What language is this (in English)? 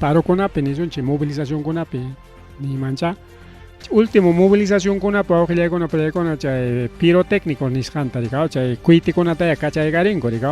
Ayacucho Quechua